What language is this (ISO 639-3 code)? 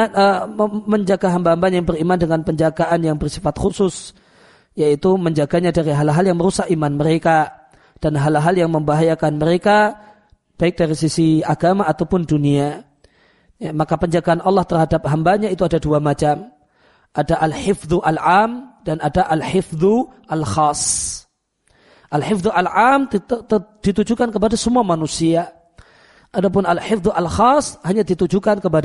ind